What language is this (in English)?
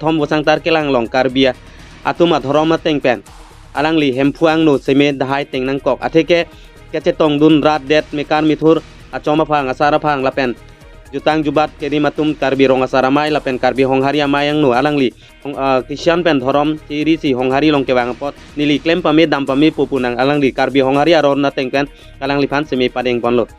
Karbi